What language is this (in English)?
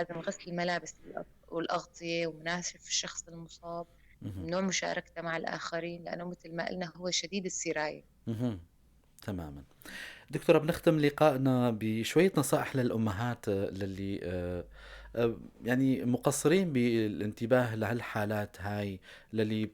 North Levantine Arabic